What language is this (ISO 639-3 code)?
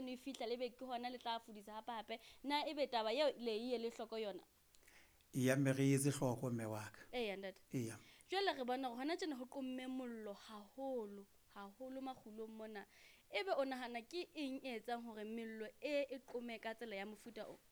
sot